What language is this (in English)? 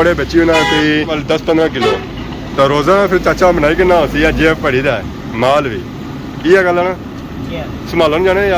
Pahari-Potwari